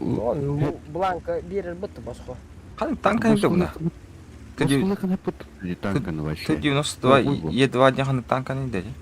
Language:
Yakut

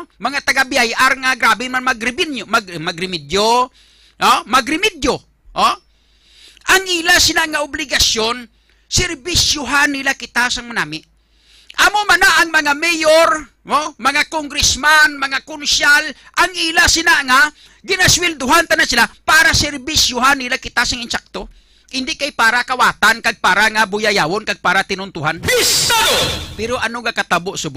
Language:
Hiligaynon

